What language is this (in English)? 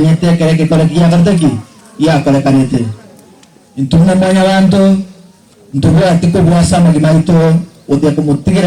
Gusii